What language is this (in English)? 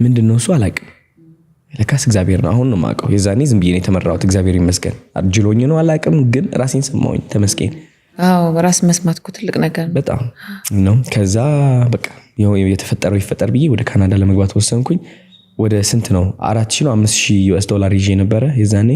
Amharic